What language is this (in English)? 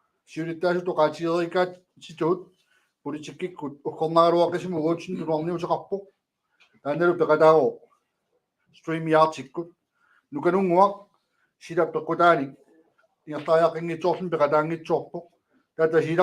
Kalaallisut